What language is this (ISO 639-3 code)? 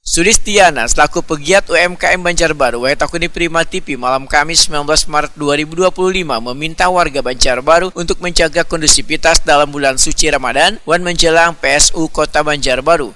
bjn